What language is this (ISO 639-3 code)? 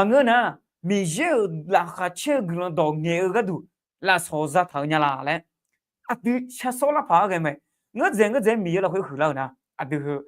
ahk